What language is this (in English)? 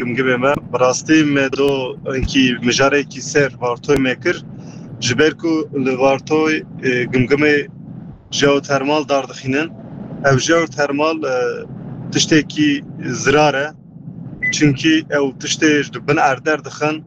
Kurdish